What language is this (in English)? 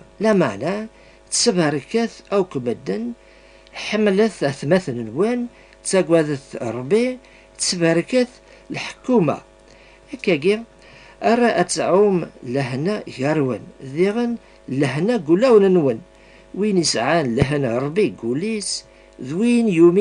Kabyle